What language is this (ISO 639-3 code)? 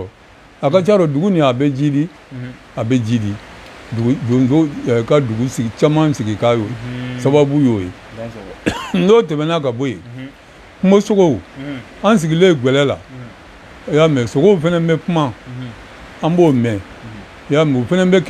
bam